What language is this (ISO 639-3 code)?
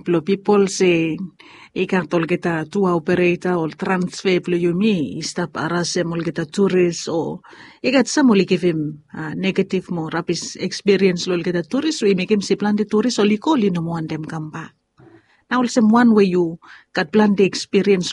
bis